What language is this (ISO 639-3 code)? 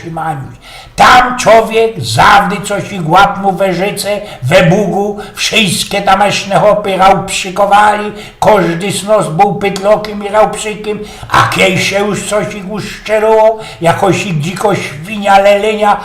szl